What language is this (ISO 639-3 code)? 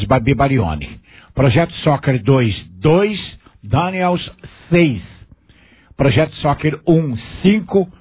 por